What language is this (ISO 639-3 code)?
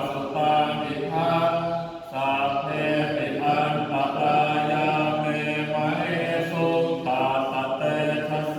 pli